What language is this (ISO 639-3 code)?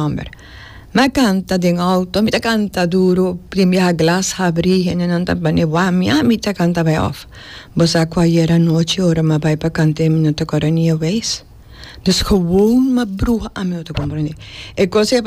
pap